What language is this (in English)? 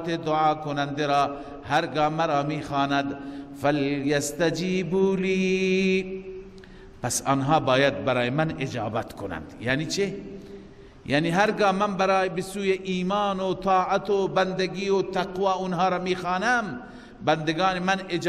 Persian